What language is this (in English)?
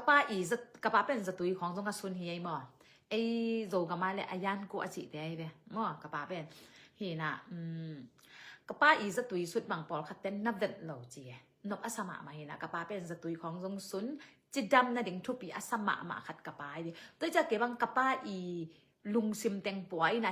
Tedim Chin